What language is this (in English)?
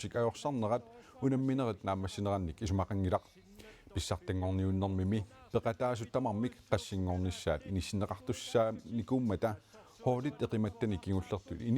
Kalaallisut